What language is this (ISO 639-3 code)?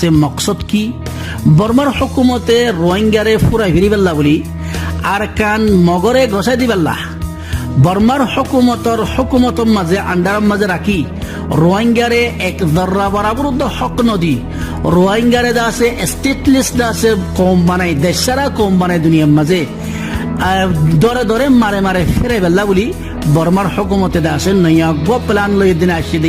rhg